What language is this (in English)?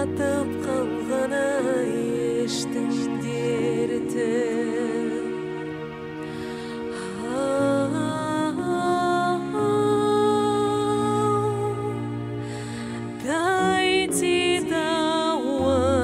Kazakh